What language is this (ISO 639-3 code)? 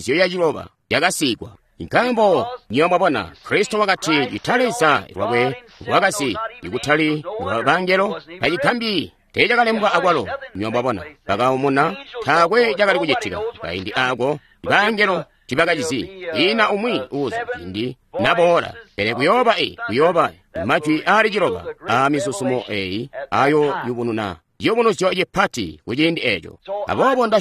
toi